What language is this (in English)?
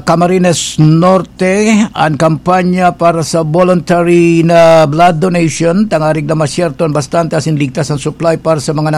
Bikol